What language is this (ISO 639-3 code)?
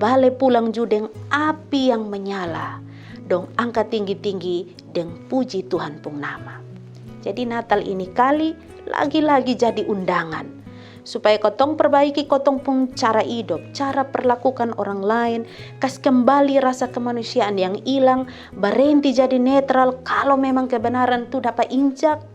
mkn